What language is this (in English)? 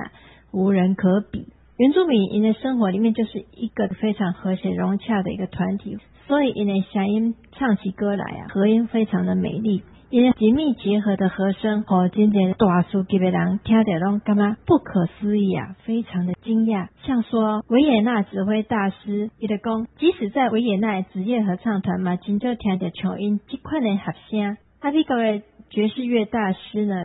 Min Nan Chinese